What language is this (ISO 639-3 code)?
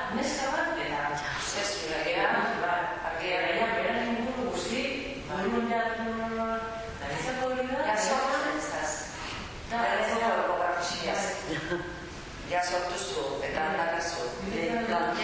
eus